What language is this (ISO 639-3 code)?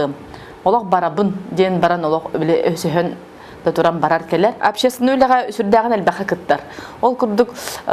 sah